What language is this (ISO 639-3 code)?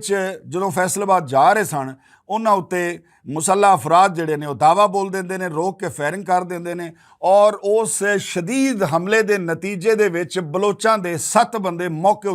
lah